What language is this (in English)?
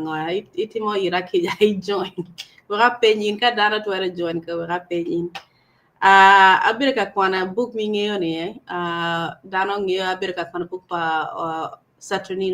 Acoli